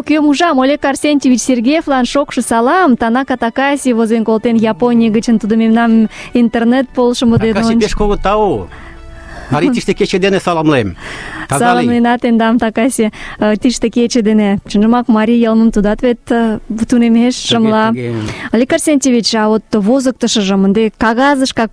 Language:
Mari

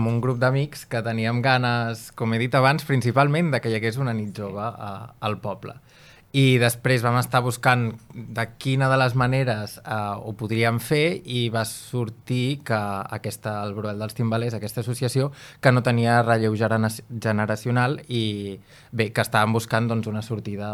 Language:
Catalan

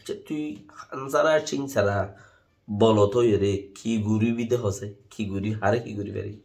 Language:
Rohingya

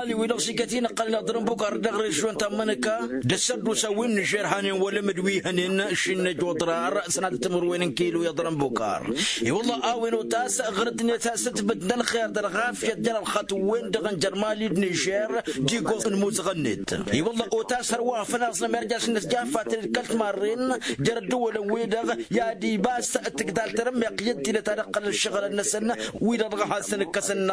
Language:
Tamasheq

